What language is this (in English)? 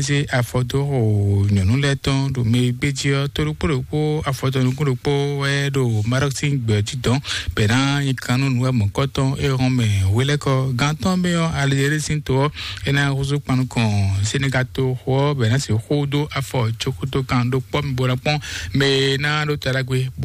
Fon